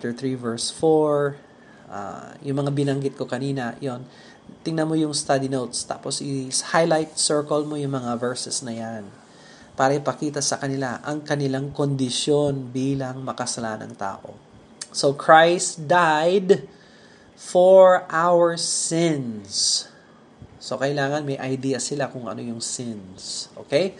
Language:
Filipino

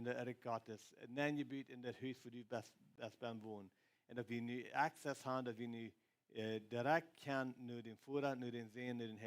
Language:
Plautdietsch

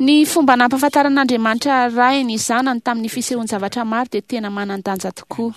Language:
Malagasy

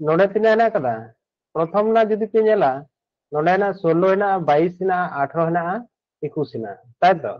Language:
Santali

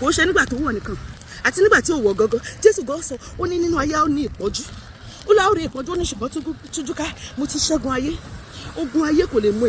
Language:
Yoruba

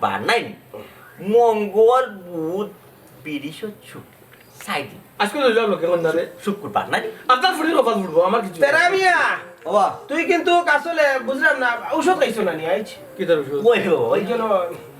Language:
Sylheti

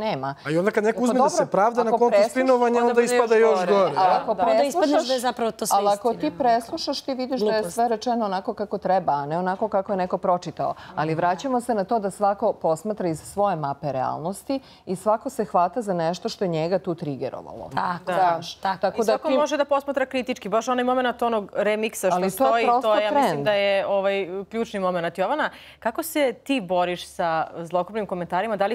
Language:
Serbian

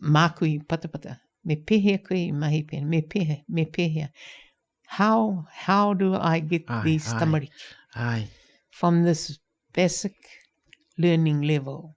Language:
Māori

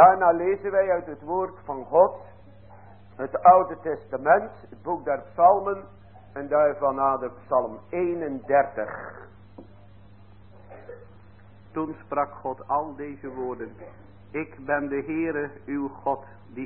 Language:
Dutch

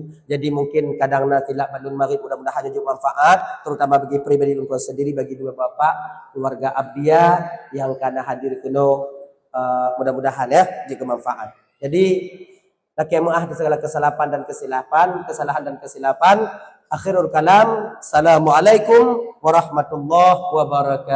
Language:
Achinese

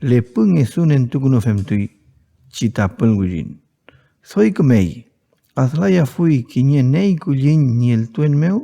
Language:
Mapuche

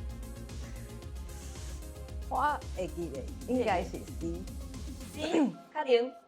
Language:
Min Nan Chinese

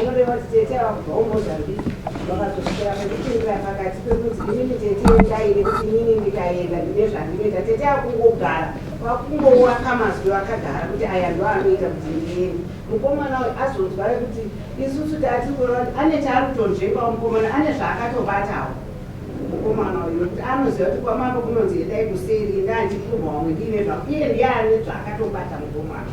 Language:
Shona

